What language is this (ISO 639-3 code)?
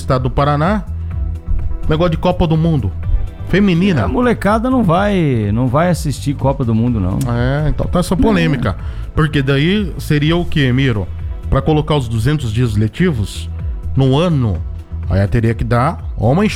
por